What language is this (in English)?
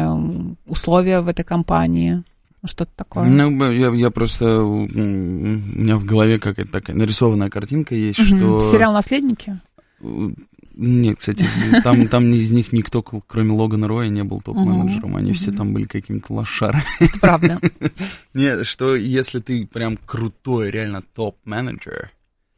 Russian